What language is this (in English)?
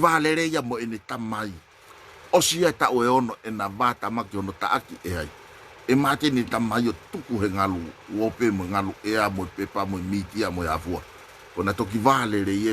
Tongan